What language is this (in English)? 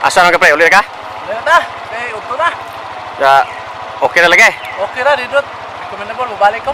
Cebuano